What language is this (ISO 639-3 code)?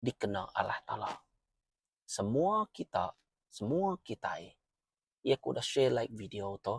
iba